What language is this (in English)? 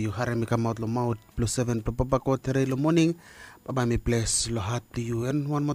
Bislama